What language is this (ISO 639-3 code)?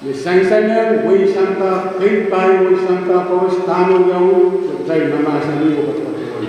pon